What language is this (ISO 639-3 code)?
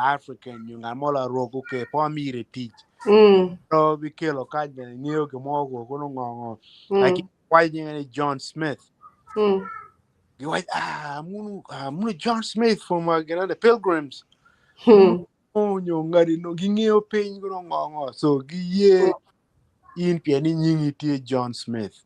ach